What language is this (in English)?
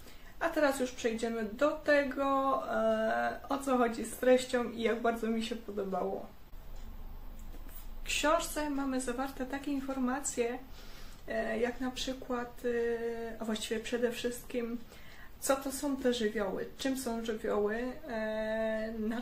Polish